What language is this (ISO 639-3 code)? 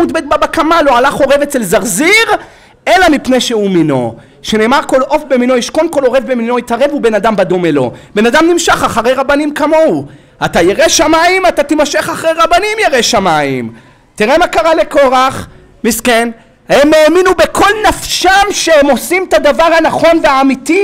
heb